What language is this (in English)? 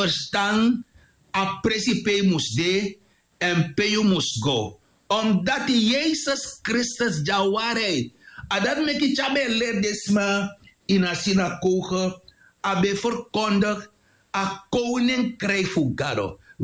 Sranan Tongo